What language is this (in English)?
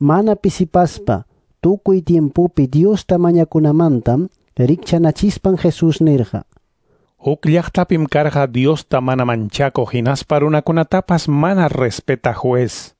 Quechua